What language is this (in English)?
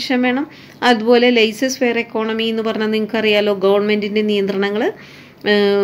Malayalam